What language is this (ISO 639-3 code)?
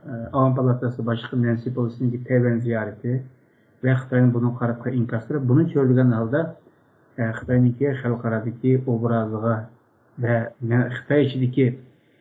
uig